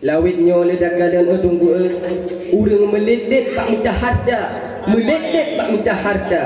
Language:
Achinese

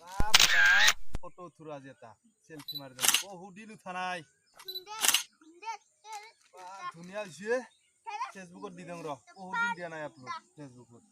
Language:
Assamese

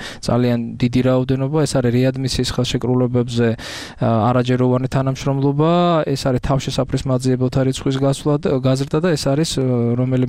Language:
Georgian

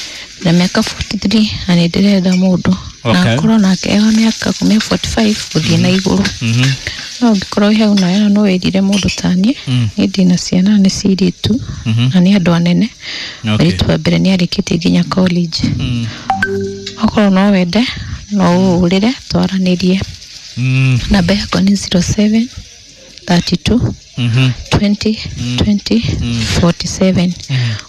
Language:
Kikuyu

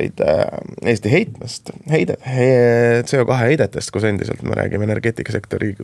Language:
Estonian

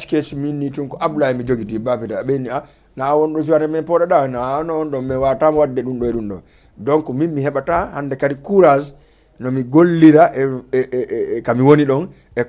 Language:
Fula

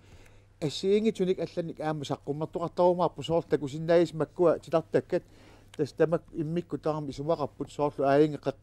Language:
Kalaallisut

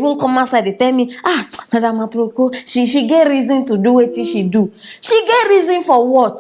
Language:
Nigerian Pidgin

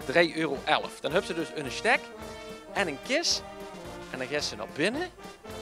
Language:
Limburgish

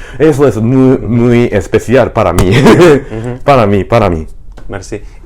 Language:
Ladino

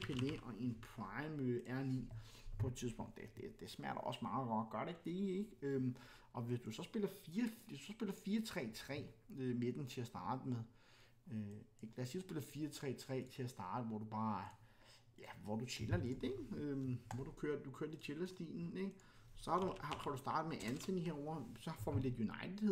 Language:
Danish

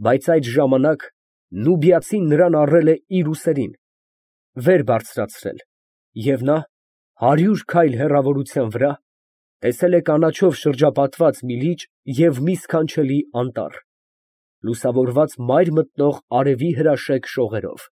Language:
Armenian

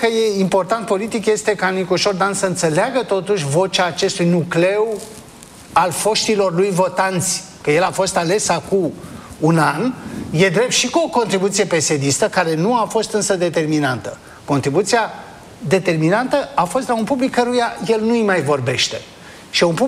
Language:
Romanian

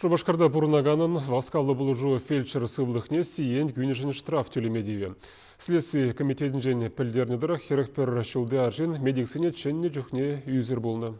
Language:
Chuvash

